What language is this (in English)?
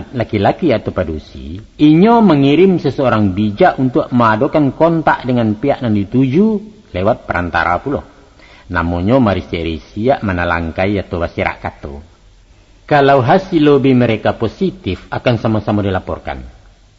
Minangkabau